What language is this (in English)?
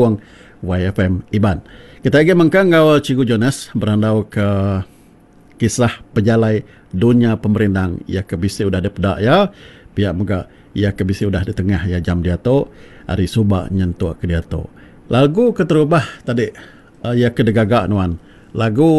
Iban